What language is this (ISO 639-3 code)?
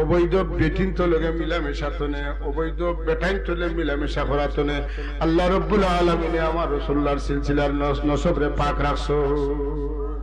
syl